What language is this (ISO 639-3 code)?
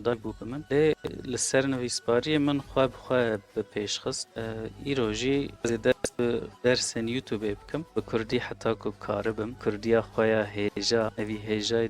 kur